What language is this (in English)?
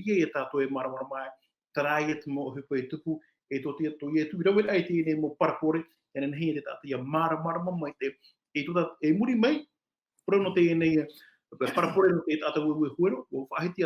Tahitian